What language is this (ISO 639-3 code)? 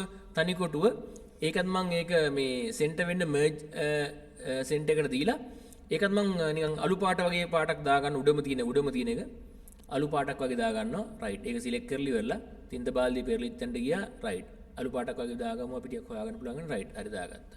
sin